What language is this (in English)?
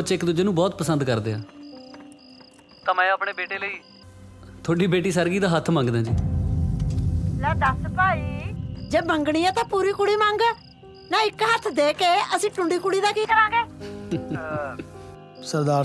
Punjabi